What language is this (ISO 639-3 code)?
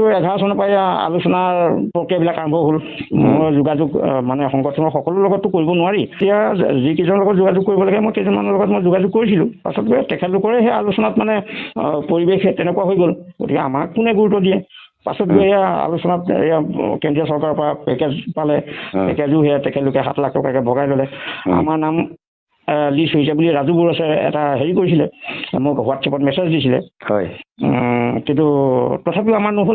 asm